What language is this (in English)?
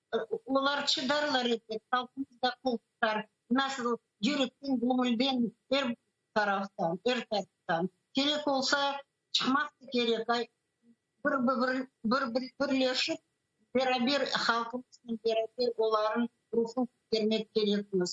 Crimean Tatar